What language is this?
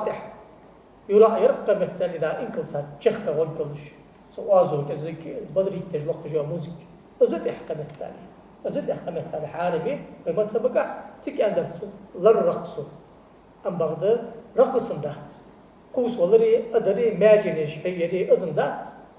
Ingush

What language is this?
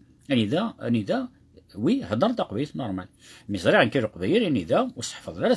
Kabyle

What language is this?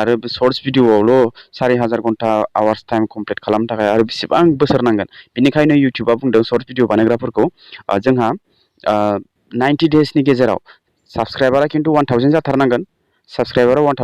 Bodo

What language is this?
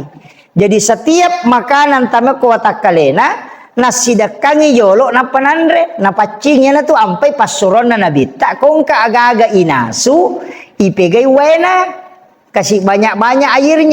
Buginese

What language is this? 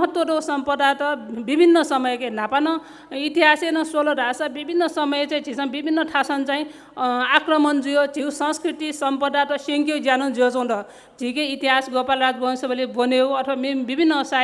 Newari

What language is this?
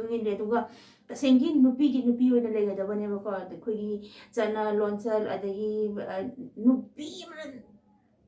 Manipuri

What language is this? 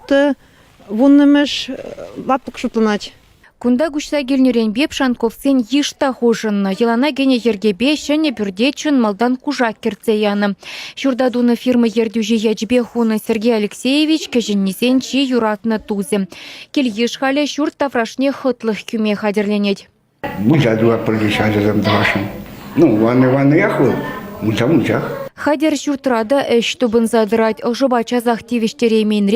Chuvash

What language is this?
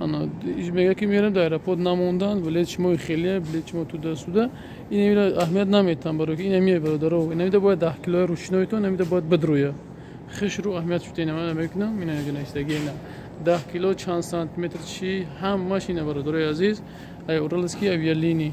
Tajik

